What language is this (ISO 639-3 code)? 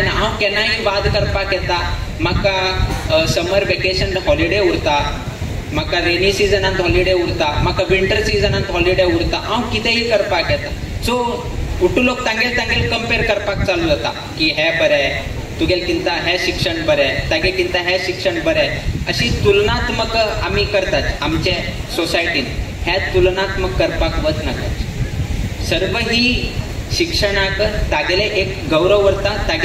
kok